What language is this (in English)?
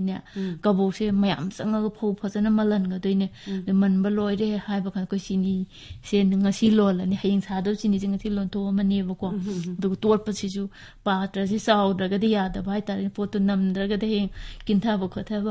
Manipuri